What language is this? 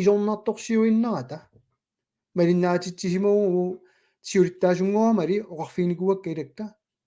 Kalaallisut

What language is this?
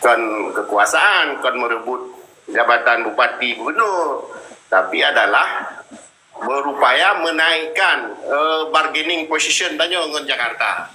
Achinese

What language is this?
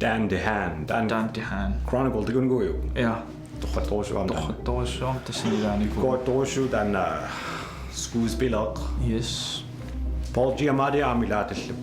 Kalaallisut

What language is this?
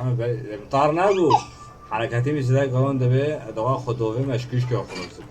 Kurdish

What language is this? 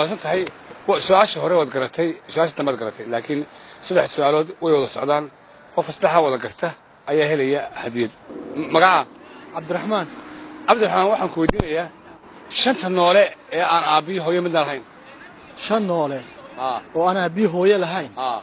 Somali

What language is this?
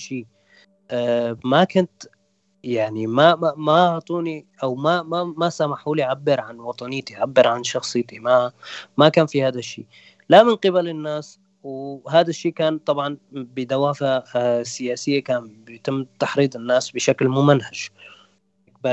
North Levantine Arabic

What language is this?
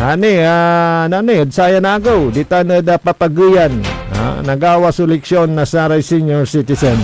Pangasinan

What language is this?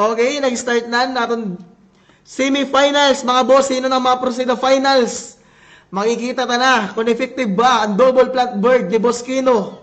Waray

